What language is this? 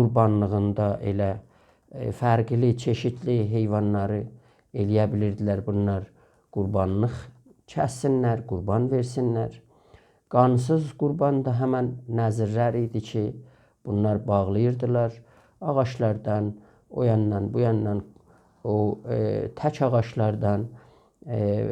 South Azerbaijani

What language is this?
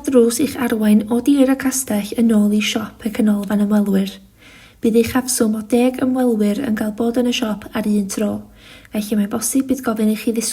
Welsh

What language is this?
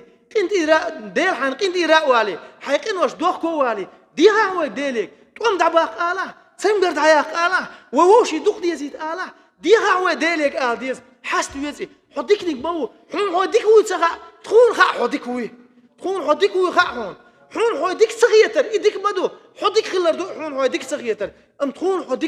Chechen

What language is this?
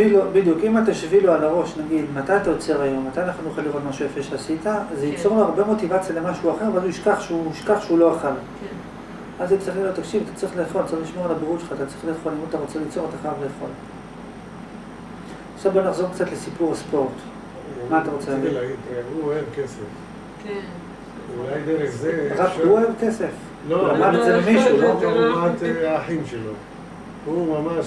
Hebrew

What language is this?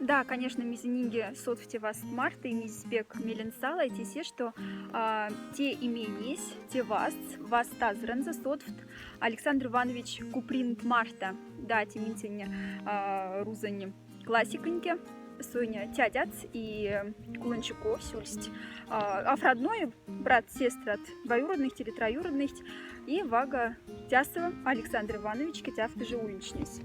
Moksha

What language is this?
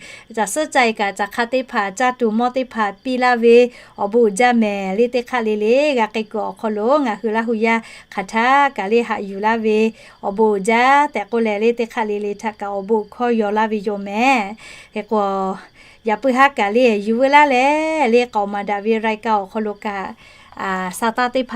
Lahu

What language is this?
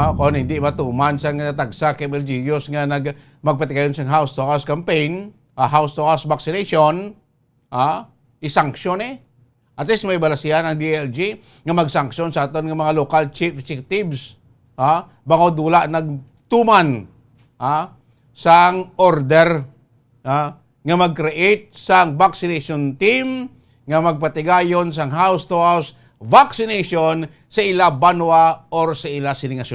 Hiligaynon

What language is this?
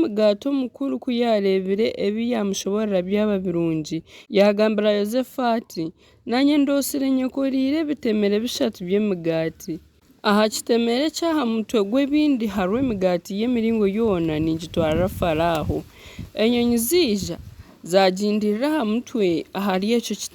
Nyankole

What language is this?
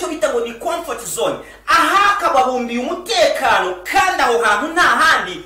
Kinyarwanda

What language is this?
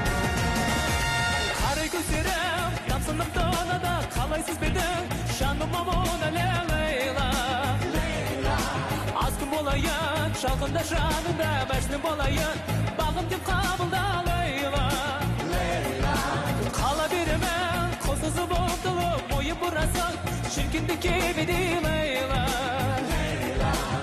Kazakh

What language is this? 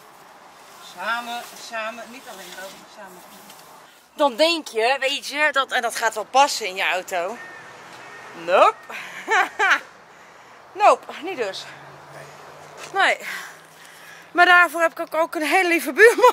Dutch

